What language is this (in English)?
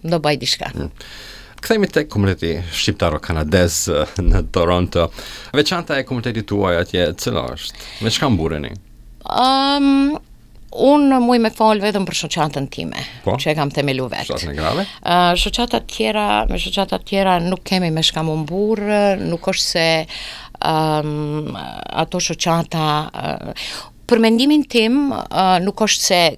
Albanian